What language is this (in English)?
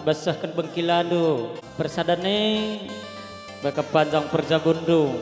Batak Karo